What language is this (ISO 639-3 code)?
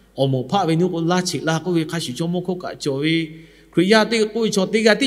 lhu